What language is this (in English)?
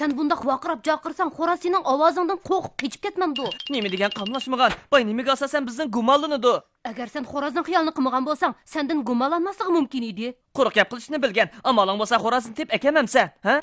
Uyghur